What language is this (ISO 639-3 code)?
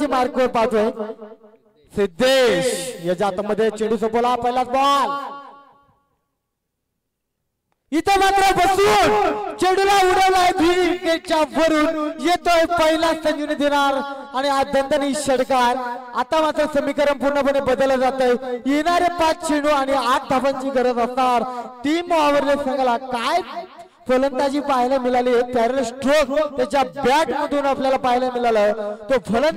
mar